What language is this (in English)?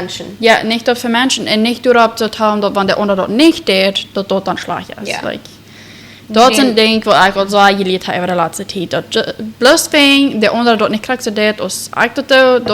Plautdietsch